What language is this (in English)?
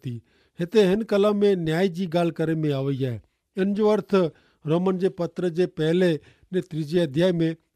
Kachhi